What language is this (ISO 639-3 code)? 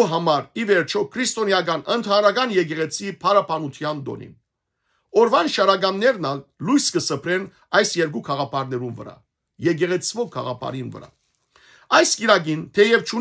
hyw